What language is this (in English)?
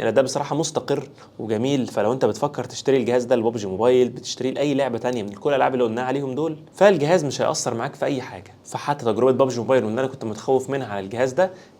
Egyptian Arabic